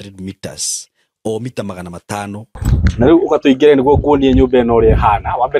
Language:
Kikuyu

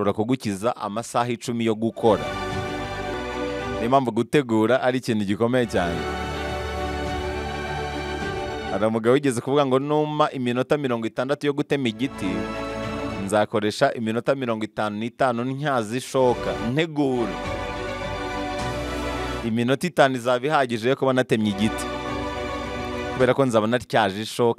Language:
Kinyarwanda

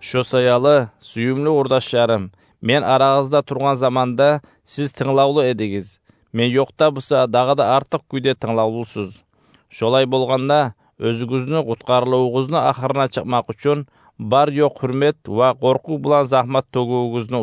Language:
Kumyk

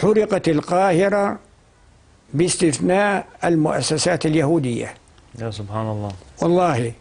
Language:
North Levantine Arabic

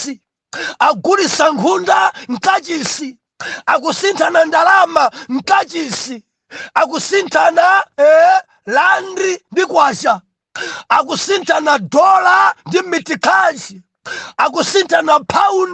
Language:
Nyanja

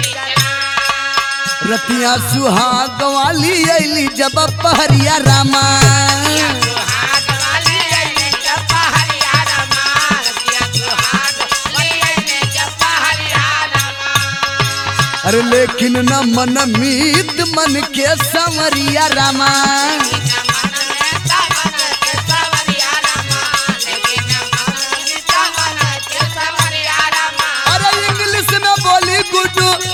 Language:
Bhojpuri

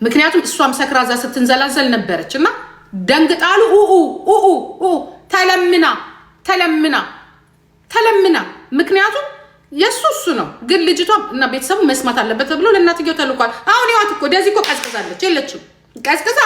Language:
Amharic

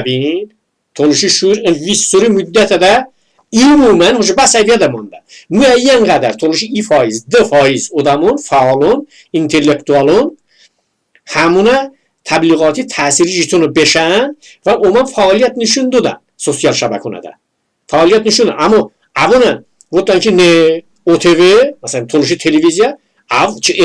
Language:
Talysh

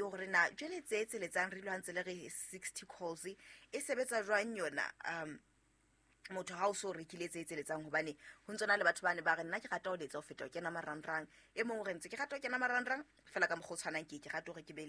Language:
Southern Sotho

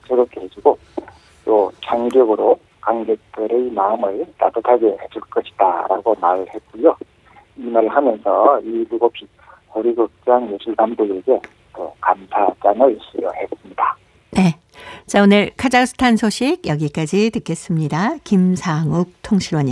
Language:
Korean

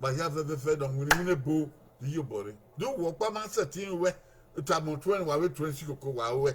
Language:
Bini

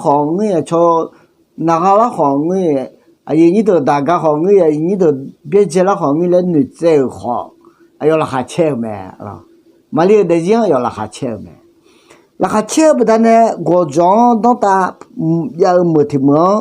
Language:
Akha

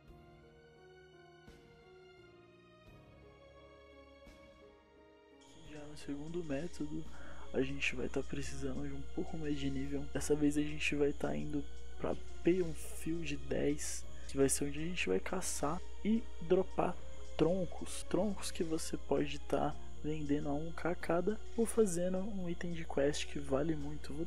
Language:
Portuguese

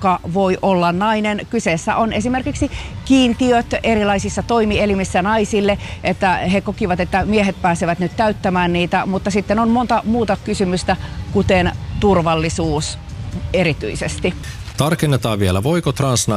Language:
Finnish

